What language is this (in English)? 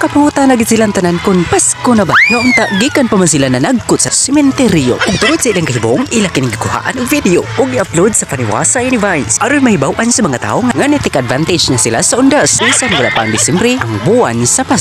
Cebuano